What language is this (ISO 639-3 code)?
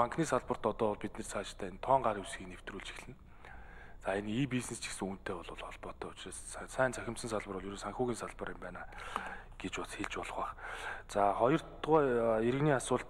mon